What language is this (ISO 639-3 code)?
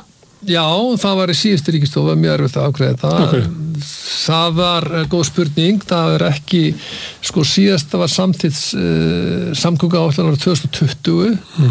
isl